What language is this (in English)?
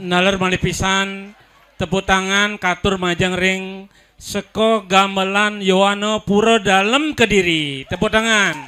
Balinese